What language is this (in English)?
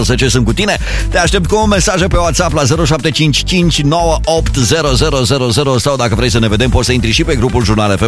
Romanian